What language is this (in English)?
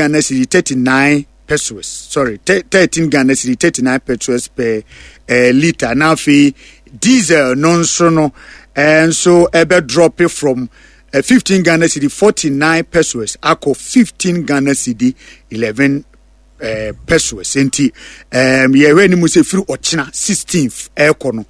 Akan